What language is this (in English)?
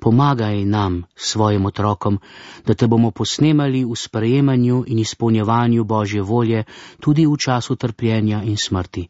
Slovenian